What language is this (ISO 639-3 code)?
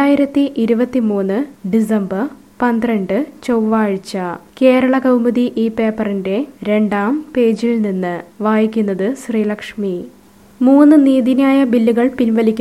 mal